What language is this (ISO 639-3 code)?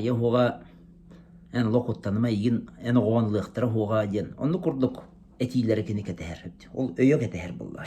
sah